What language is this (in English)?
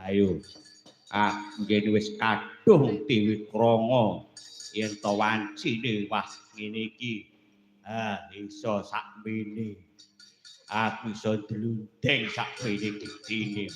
Javanese